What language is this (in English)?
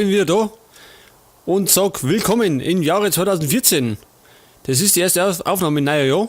Bavarian